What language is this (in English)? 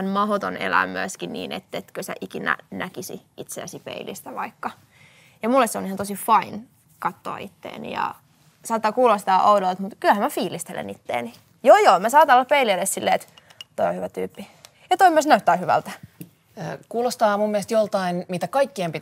Finnish